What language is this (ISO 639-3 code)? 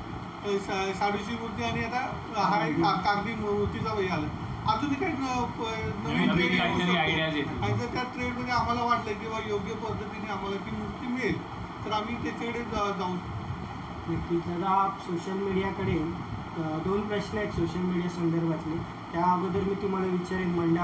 mar